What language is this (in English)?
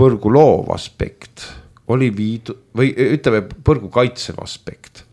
Estonian